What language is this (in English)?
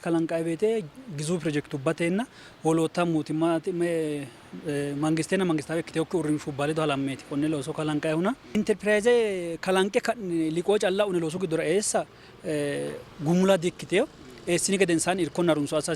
Sidamo